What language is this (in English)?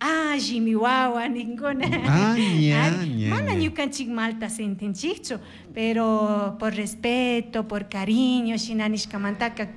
Chimborazo Highland Quichua